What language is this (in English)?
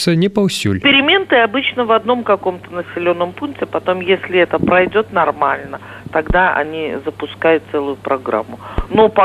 Belarusian